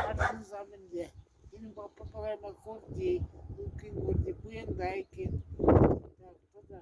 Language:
Chuvash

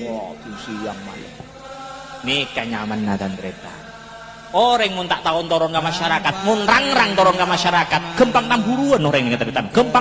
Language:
Madurese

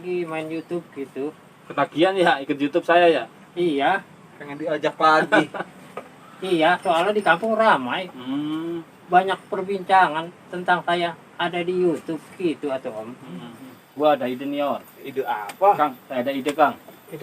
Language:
Betawi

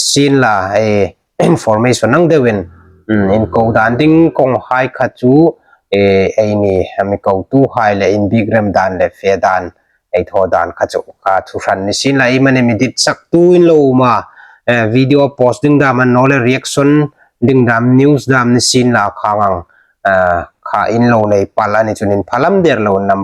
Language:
Hmar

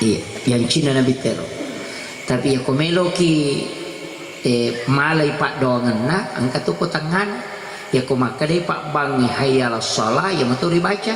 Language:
Buginese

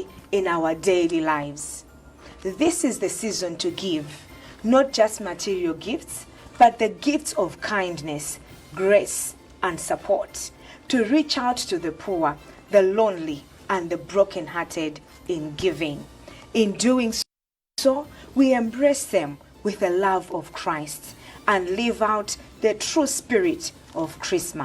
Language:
Nyanja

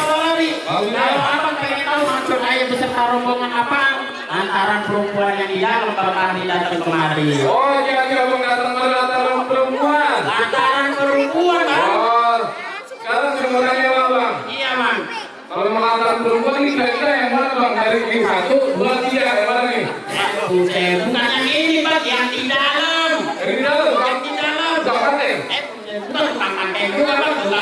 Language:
Betawi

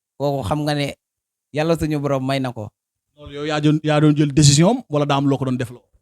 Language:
Wolof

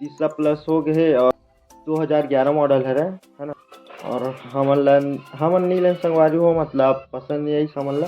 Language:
Chhattisgarhi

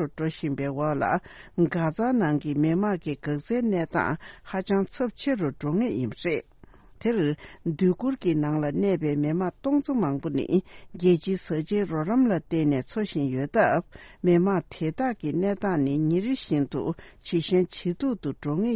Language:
Tibetan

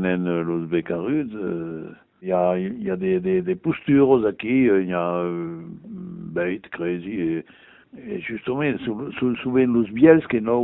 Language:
Occitan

